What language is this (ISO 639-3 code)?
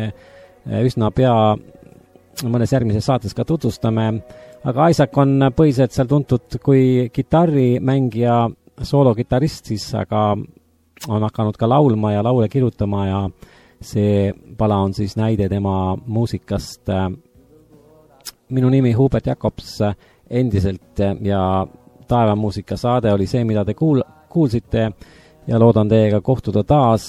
est